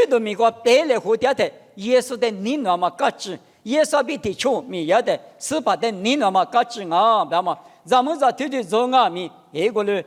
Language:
Lisu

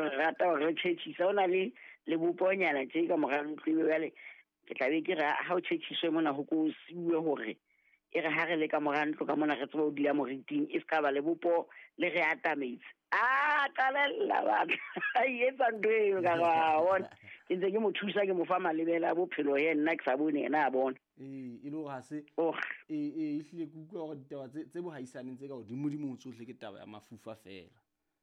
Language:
Southern Sotho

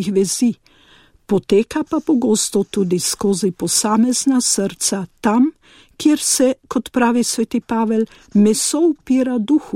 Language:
Slovenian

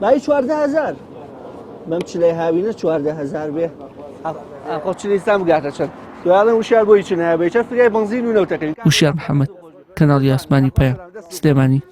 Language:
Central Kurdish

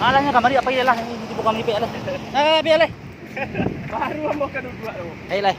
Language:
Minangkabau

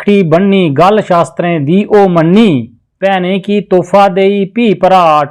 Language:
Dogri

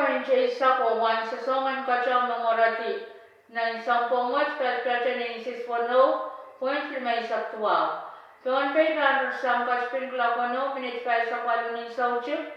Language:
Pohnpeian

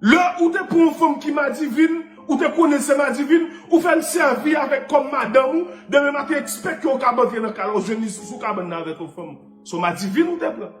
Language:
Haitian Creole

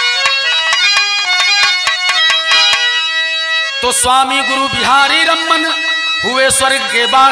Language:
Bhojpuri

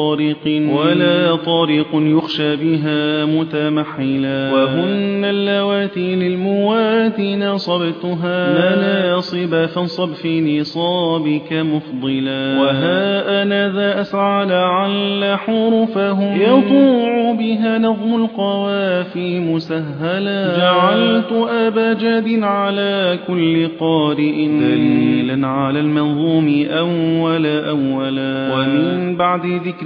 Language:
Arabic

